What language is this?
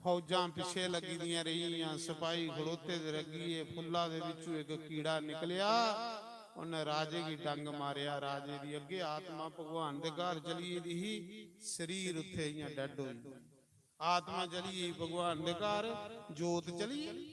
Dogri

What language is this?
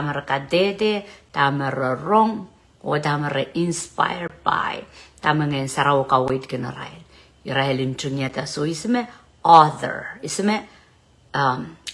Pohnpeian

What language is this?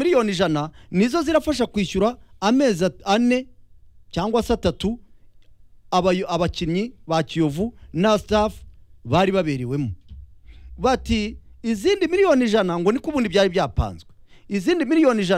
Kinyarwanda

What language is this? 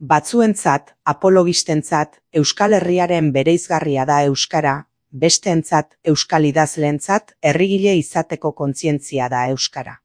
Basque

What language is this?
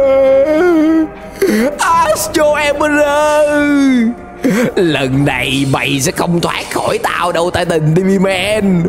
Vietnamese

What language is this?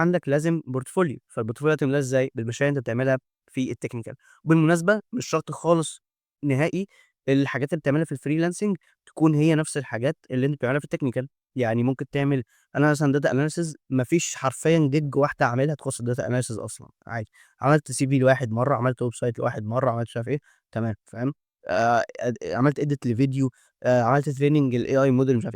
Egyptian Arabic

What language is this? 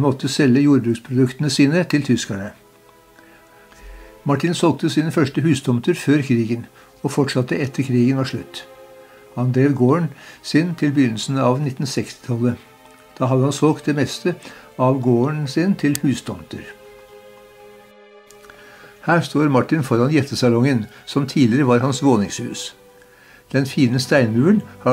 Norwegian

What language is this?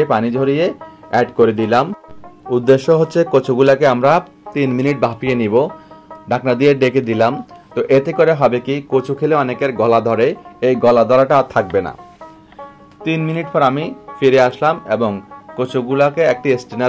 Bangla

